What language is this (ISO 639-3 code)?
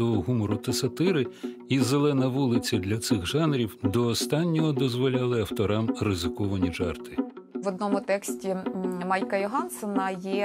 ukr